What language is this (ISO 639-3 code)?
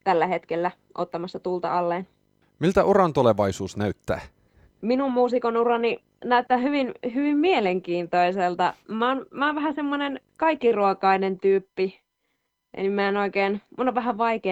fin